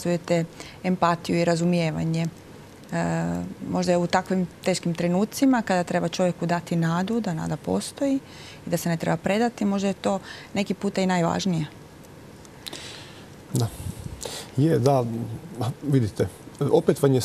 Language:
Croatian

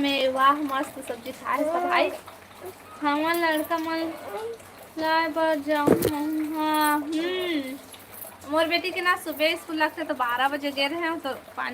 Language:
Chhattisgarhi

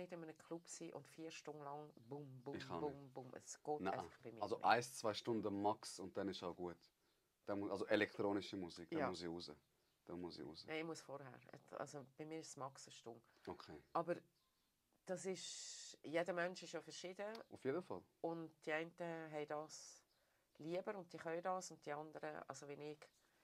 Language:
Swiss German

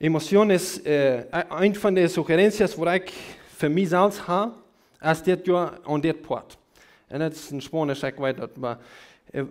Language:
Plautdietsch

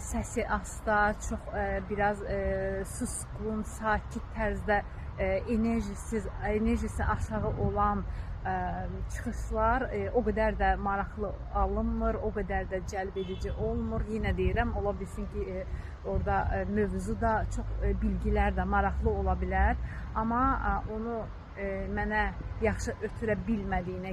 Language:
Azerbaijani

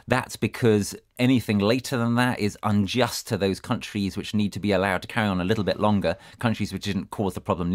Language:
English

